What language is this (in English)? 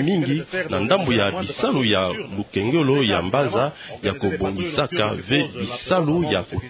Kituba (Democratic Republic of Congo)